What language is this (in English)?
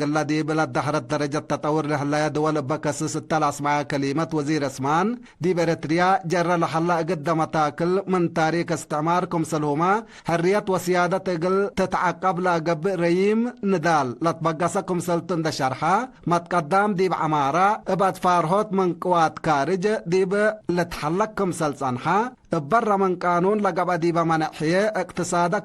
Tigre